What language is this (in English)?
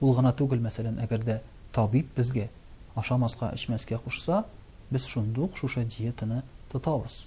Tatar